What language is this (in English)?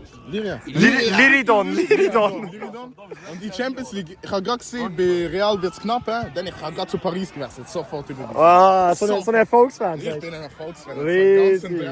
Swiss German